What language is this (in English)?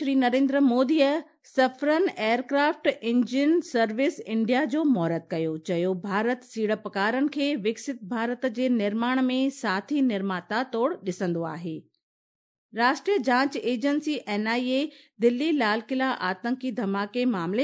Sindhi